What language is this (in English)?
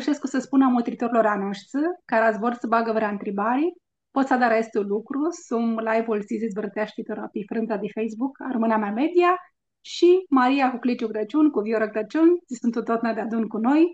Aromanian